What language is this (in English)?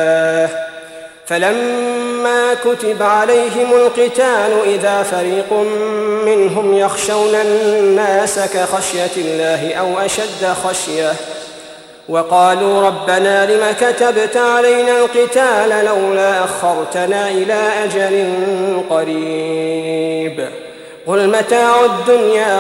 Arabic